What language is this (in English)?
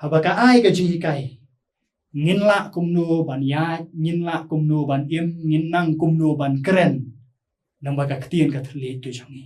Khasi